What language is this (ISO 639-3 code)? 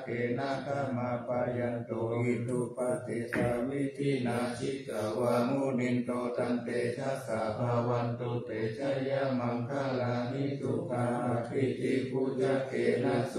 pli